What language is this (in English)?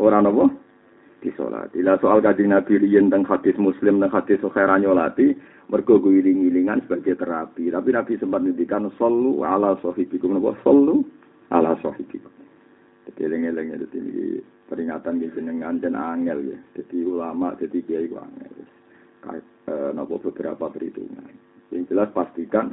Javanese